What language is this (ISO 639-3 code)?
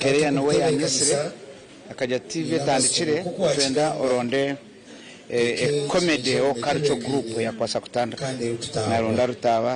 nyn